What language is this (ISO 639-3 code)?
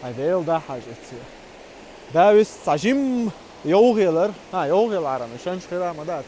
che